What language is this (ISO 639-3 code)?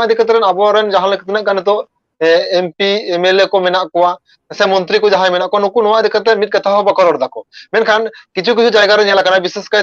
sat